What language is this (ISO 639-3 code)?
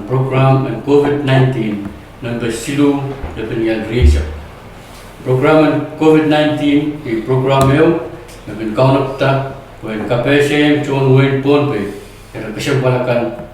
pon